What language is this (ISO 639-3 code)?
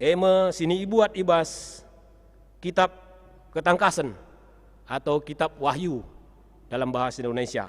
btx